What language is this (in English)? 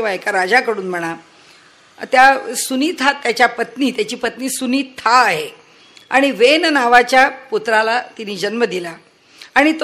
Marathi